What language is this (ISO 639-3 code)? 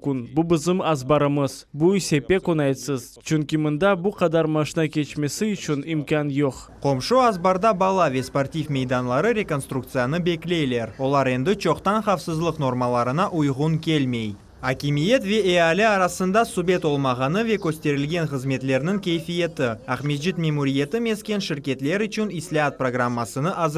crh